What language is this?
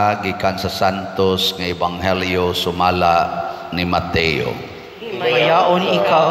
Cebuano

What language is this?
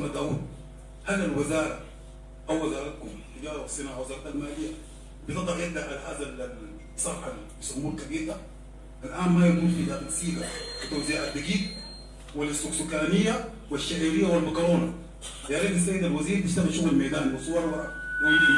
Sudanese Arabic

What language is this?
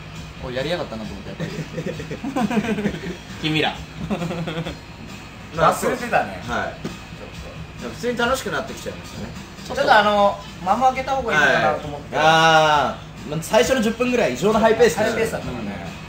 Japanese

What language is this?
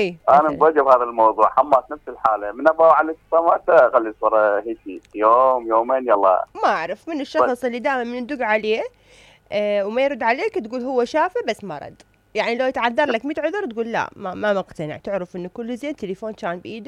Mesopotamian Arabic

